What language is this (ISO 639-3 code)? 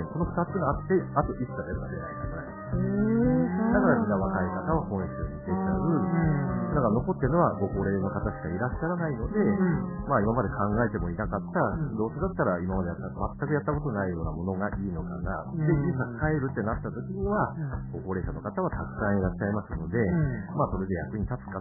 jpn